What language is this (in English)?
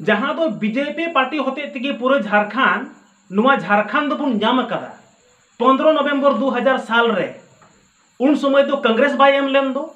Santali